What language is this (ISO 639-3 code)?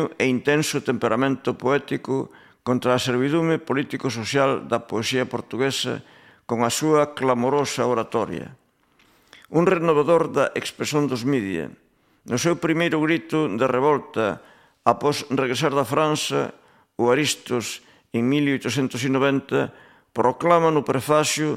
glg